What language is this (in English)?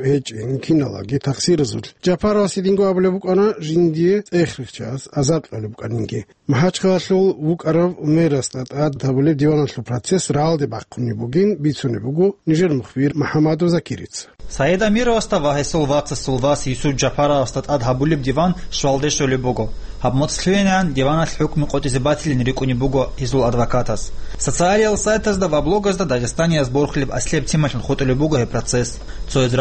Avaric